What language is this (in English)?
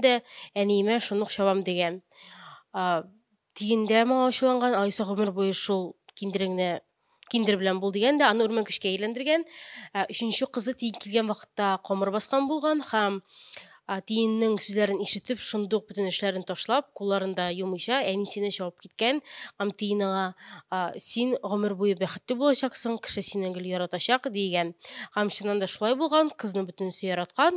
Tatar